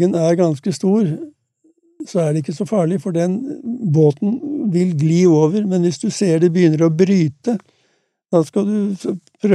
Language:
Norwegian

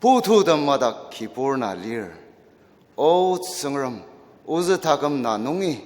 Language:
Ao Naga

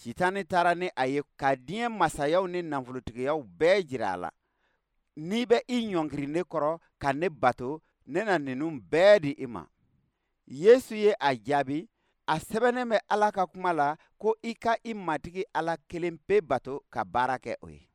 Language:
Bambara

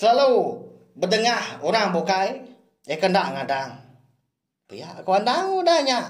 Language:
Iban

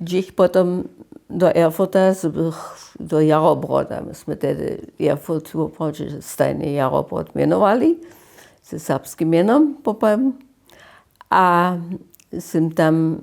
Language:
Upper Sorbian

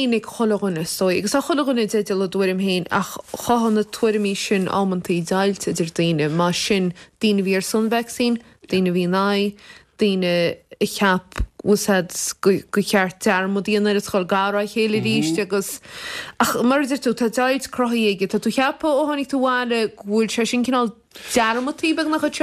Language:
Irish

